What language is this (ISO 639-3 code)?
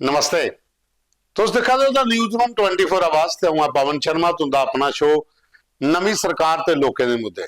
doi